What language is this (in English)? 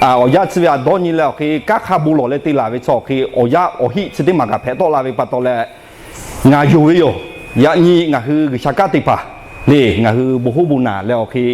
Lahu